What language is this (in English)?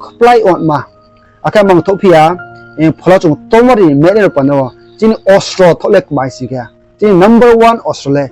Riang (India)